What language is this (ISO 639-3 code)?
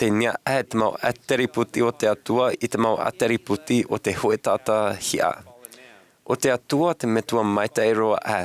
tah